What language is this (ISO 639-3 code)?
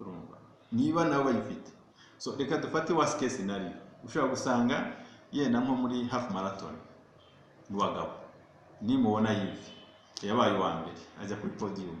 kin